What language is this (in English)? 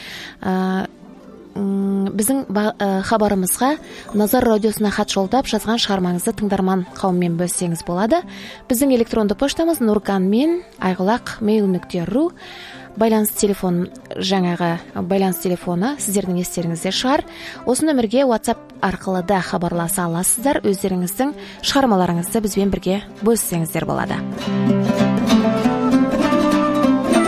Kazakh